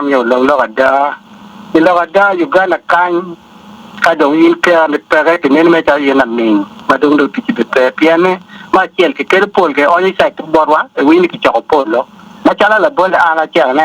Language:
Acoli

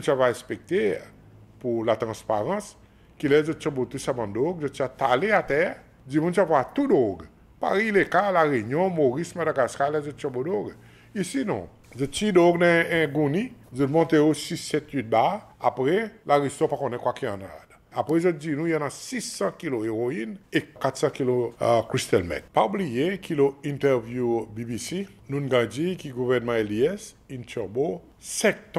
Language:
Seselwa Creole French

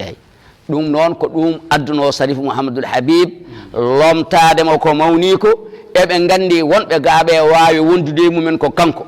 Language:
Fula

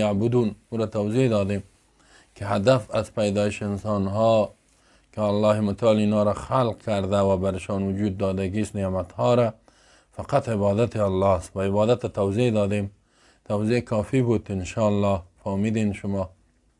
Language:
Persian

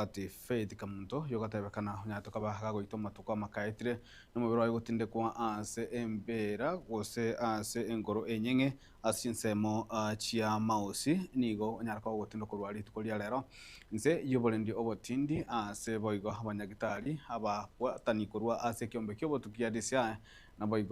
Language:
Gusii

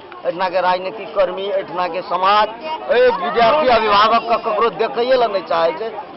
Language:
Maithili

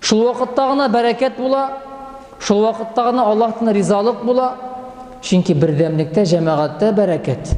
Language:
Tatar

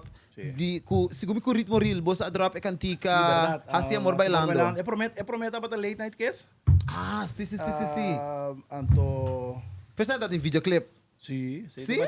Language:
Papiamento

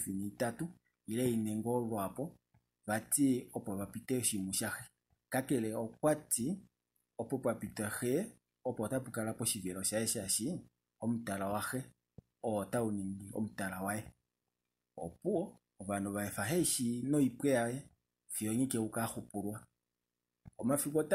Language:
Kuanyama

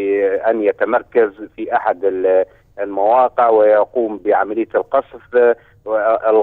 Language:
Arabic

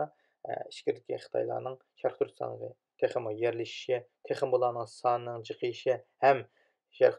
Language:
Uyghur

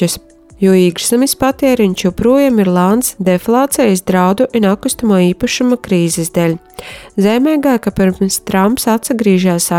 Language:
Latvian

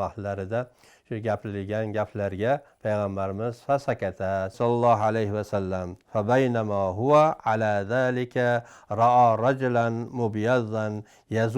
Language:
Uzbek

